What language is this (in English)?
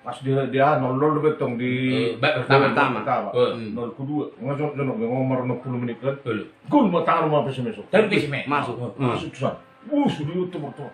Batak Toba